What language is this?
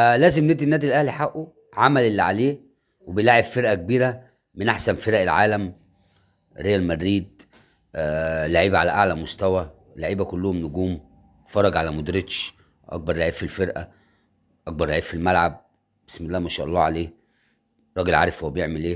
Egyptian Arabic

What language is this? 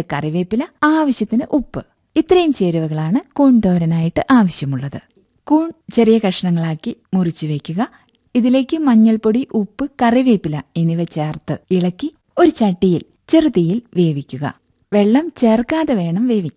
Malayalam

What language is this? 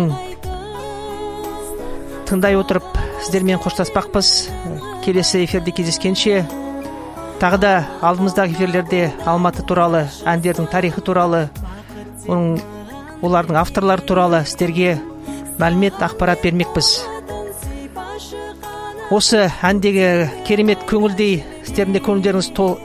Kazakh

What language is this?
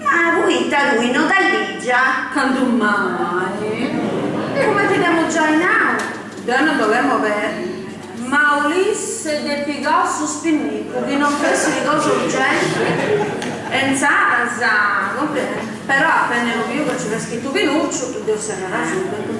Sardinian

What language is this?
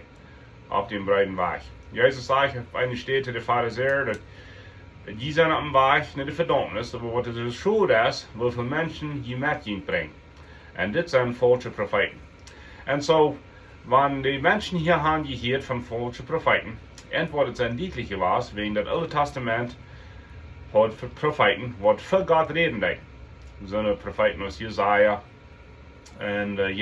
Plautdietsch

